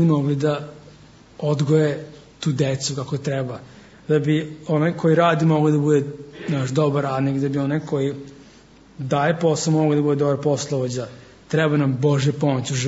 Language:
Serbian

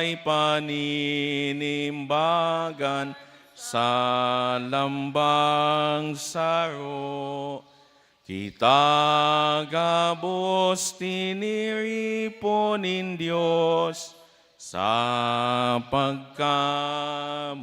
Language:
Bikol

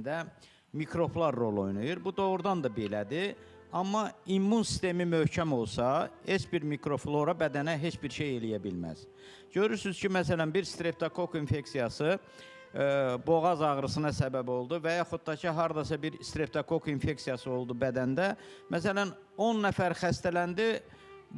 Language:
Azerbaijani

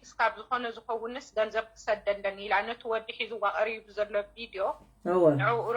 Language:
Tigrinya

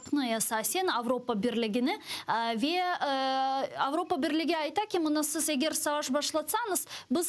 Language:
Crimean Tatar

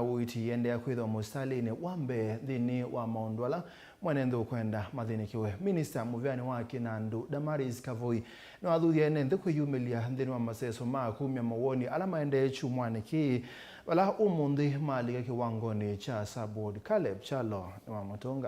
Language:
Kamba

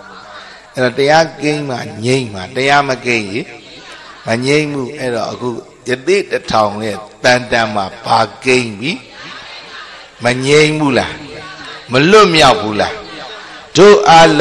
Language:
Burmese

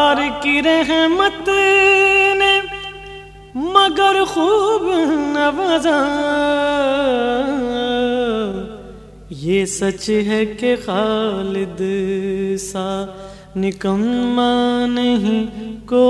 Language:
Urdu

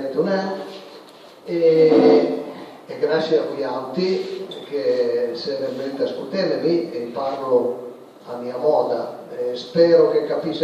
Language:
Piedmontese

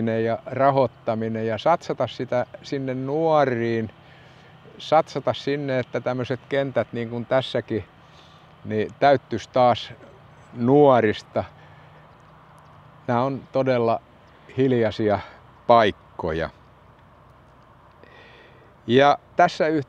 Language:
Finnish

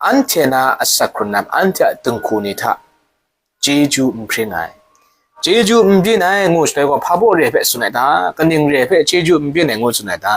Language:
Kachin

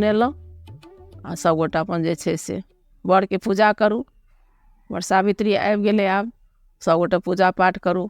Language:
Maithili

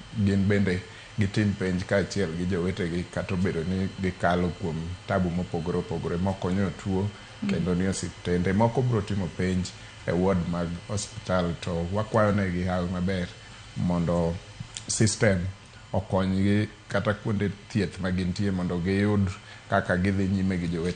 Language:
Luo (Kenya and Tanzania)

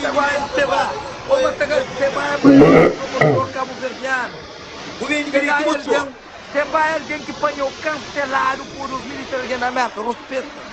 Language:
Kabuverdianu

